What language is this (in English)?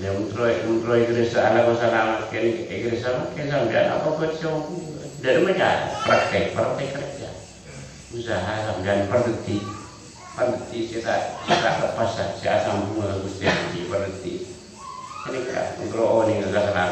Madurese